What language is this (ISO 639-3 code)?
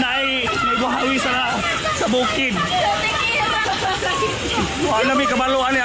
ceb